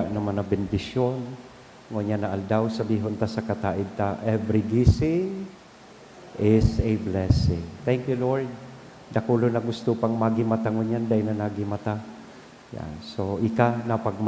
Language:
Bikol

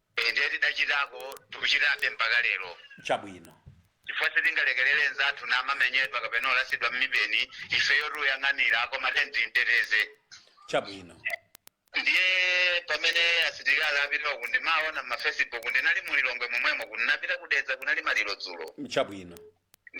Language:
Nyanja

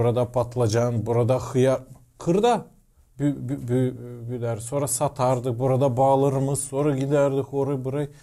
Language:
Gagauz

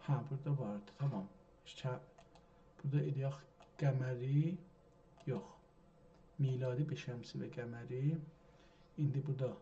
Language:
South Azerbaijani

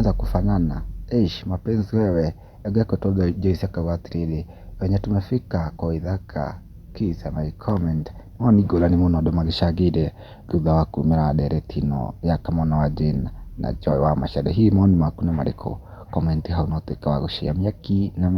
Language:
Kikuyu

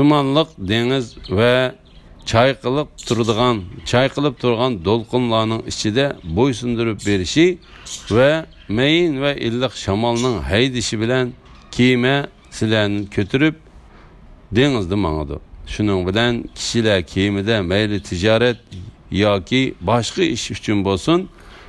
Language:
Uyghur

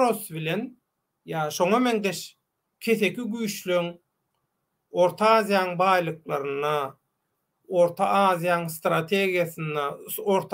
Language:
Turkmen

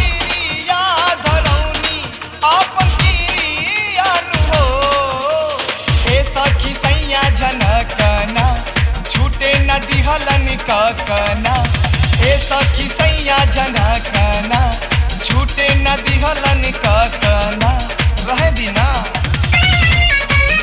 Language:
Bhojpuri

